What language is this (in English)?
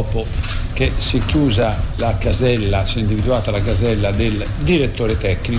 Italian